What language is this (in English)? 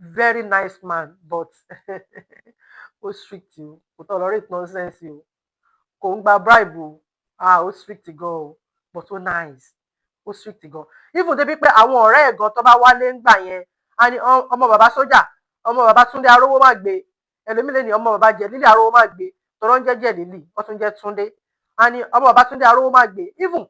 Yoruba